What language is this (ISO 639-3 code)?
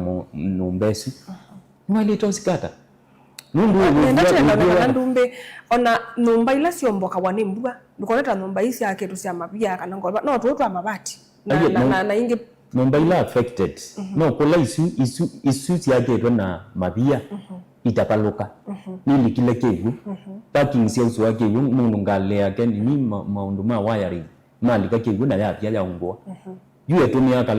kam